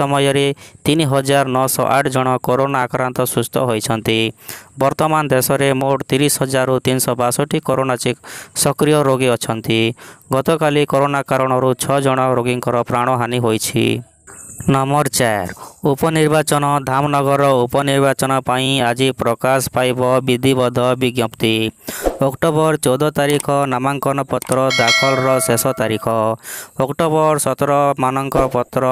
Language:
Odia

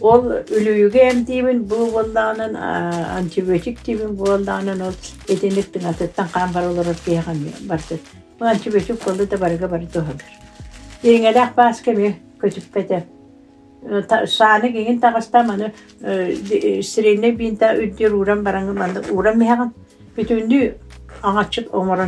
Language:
Yakut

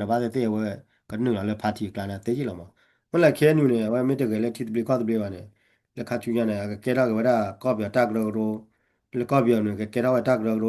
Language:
S'gaw Karen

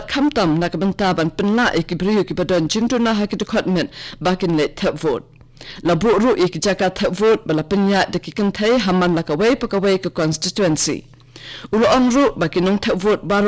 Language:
Khasi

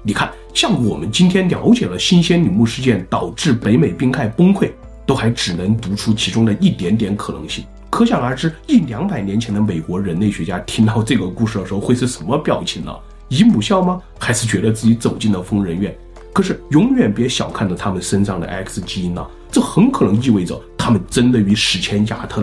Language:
Chinese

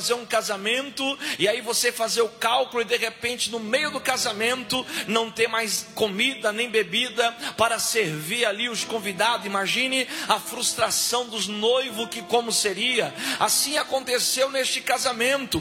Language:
Portuguese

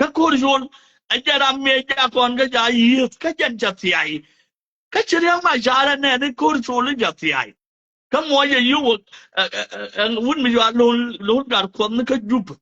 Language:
Nuer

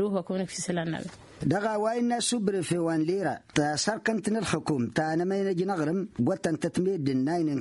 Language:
Tamasheq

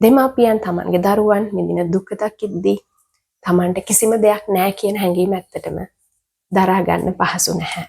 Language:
Sinhala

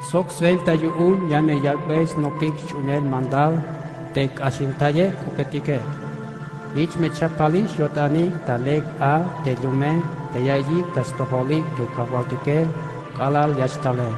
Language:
Tzeltal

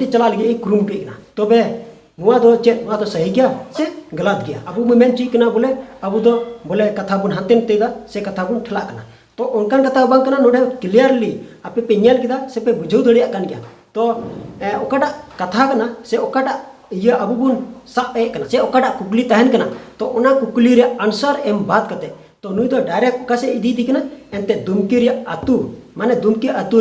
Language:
Santali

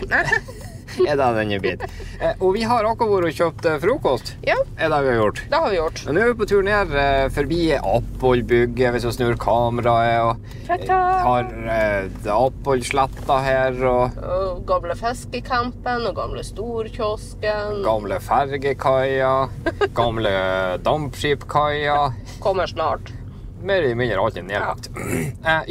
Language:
Norwegian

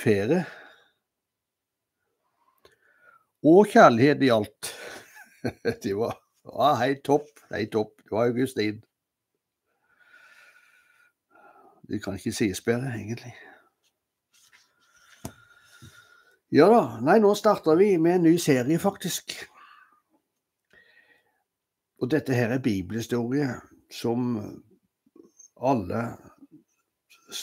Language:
Norwegian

